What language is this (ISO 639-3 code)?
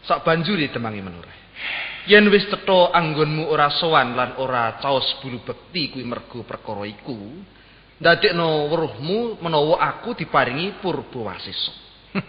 jav